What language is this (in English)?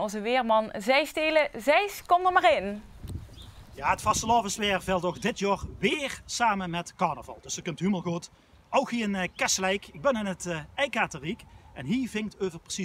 Limburgish